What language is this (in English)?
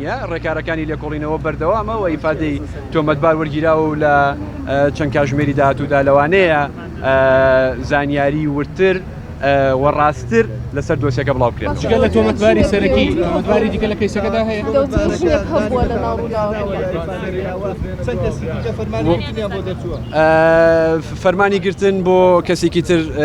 Central Kurdish